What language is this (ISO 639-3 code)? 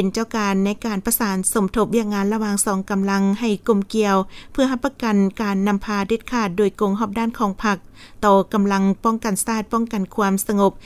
lao